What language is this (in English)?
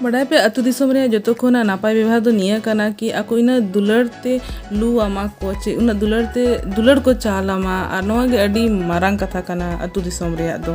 Santali